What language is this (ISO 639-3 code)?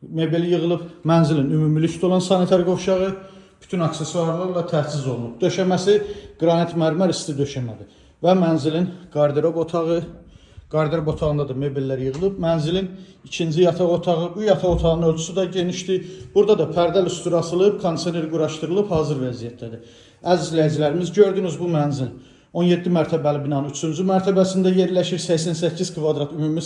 aze